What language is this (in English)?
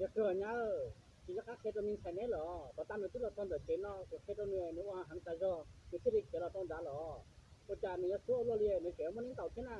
Hmong